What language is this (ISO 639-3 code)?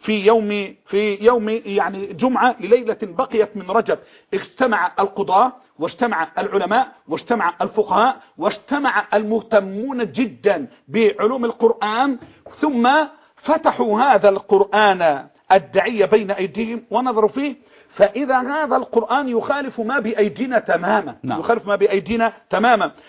ara